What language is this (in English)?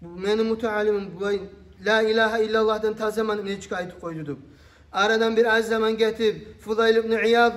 Kumyk